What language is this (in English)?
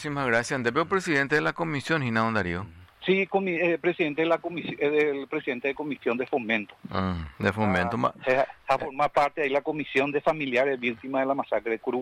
Spanish